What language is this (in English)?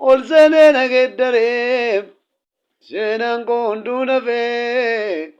Oromo